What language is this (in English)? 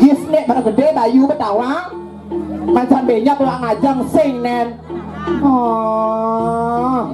Balinese